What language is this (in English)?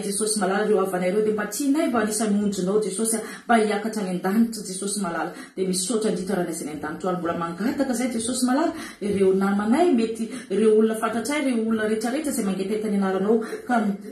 Malagasy